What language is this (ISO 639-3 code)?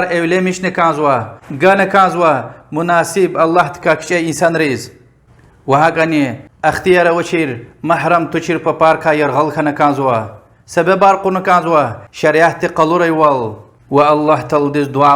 lez